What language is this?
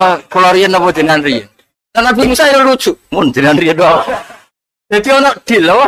Javanese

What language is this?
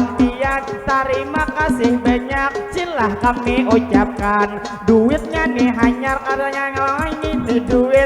Banjar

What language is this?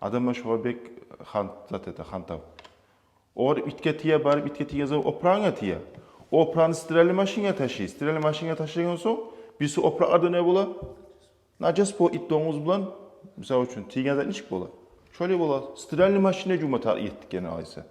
Kumyk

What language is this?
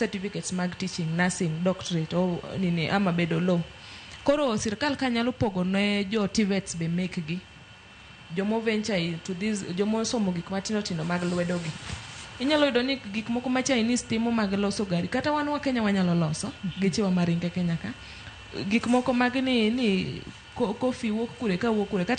Luo (Kenya and Tanzania)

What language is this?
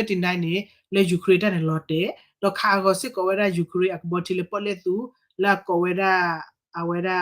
S'gaw Karen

